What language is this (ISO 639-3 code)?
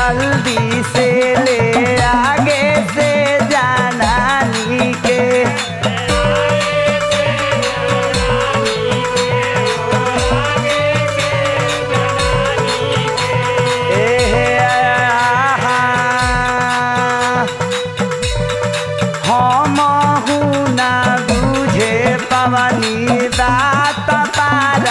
bho